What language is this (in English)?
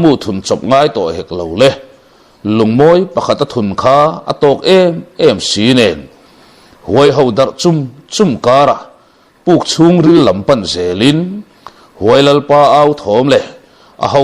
Mizo